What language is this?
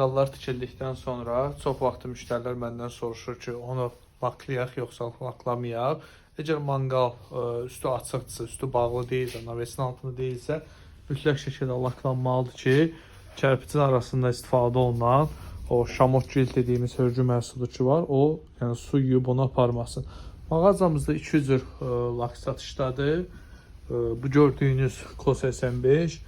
Azerbaijani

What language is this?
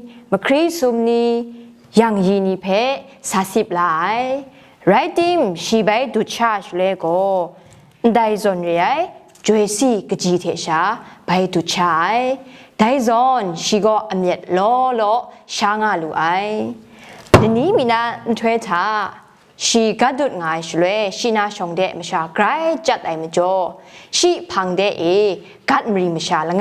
Kachin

